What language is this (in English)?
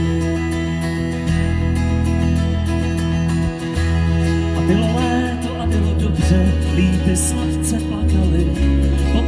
Czech